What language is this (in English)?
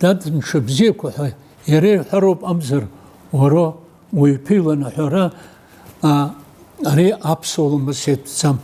Abkhazian